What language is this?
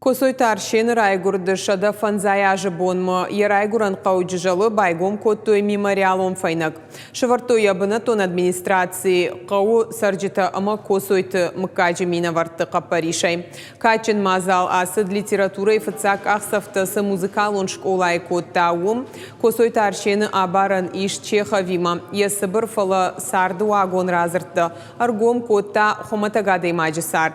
Ossetic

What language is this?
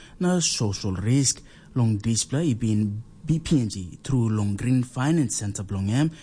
Tok Pisin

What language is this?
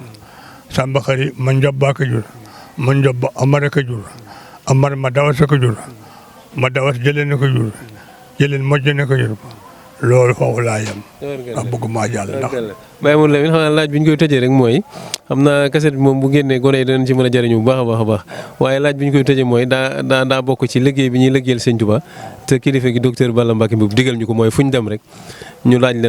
Wolof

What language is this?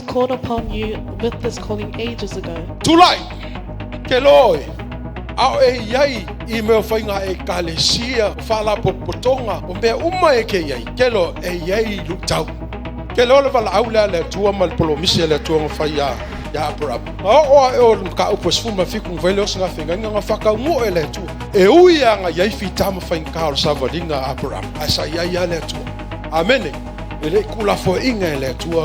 Samoan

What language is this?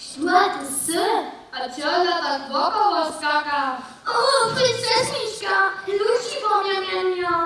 Upper Sorbian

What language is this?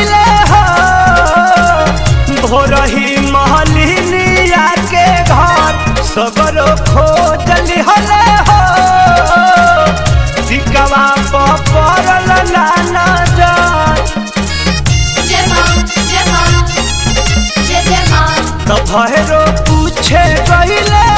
Bhojpuri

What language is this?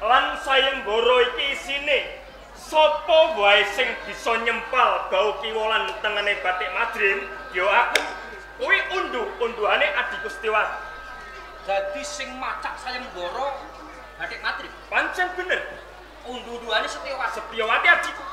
Javanese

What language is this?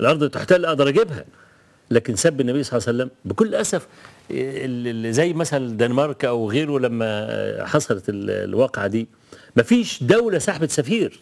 Egyptian Arabic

